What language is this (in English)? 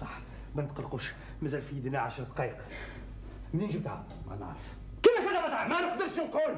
Algerian Arabic